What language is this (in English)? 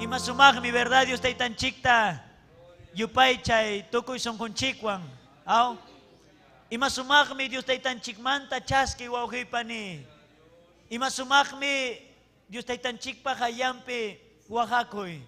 Ayacucho Quechua